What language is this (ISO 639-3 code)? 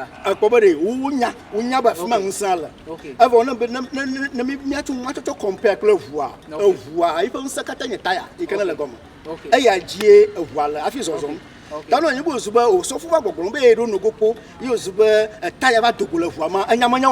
ewe